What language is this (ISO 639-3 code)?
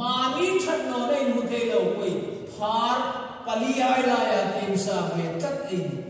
hmr